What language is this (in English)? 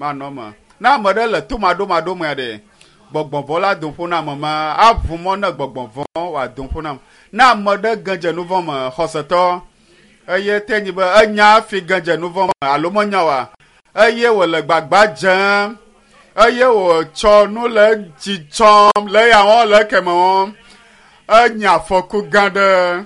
Ewe